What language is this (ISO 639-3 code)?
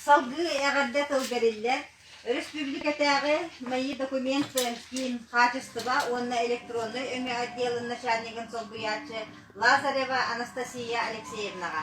sah